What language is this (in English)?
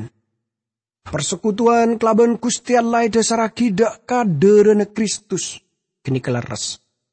Madurese